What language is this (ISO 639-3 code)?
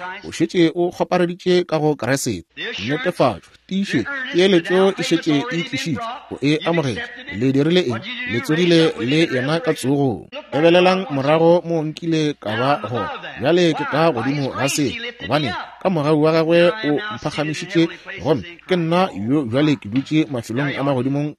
nso